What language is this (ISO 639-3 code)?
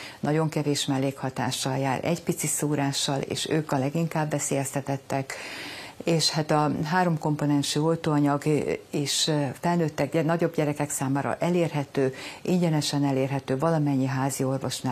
hun